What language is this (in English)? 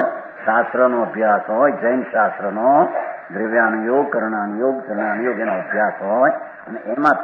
Gujarati